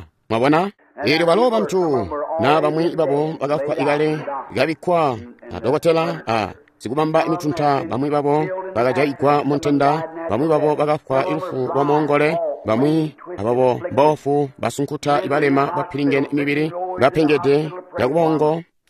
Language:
Tonga (Zambia)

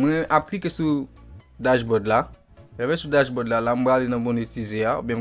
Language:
Haitian Creole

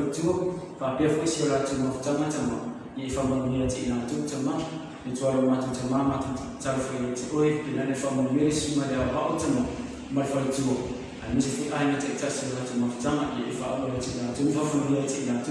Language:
Samoan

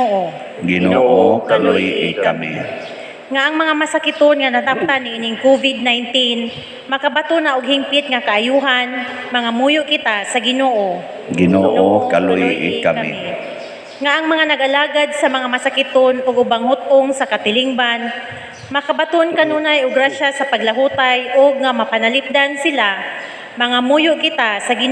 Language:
Cebuano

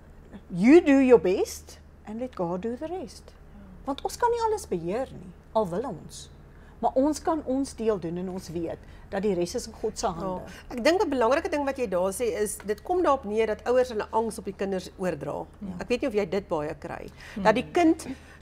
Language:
Afrikaans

